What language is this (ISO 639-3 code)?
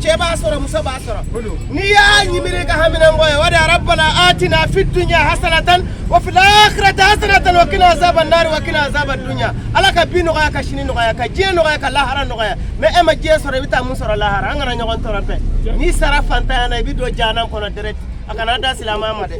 bam